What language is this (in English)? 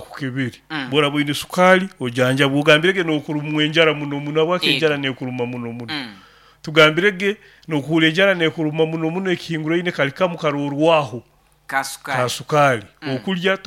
Nyoro